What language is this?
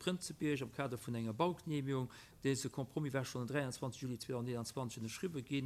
Luxembourgish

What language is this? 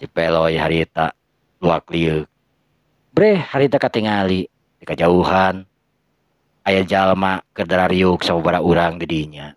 Sundanese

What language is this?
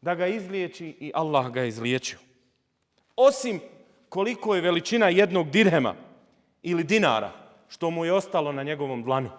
Bosnian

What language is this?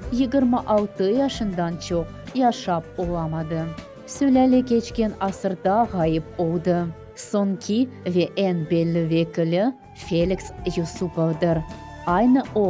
Crimean Tatar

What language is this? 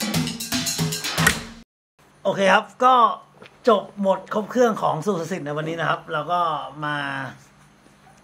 Thai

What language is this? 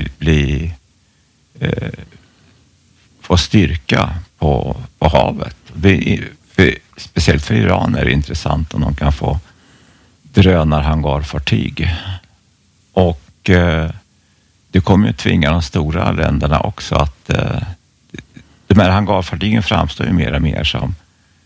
Swedish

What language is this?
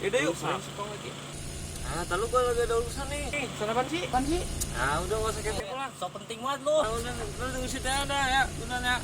Betawi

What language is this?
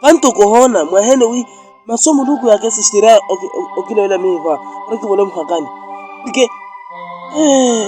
Makhuwa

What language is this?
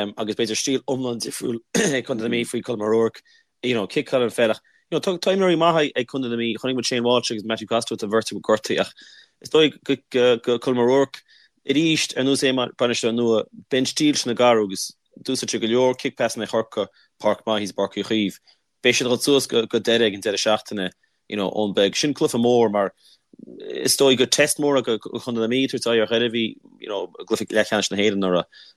Irish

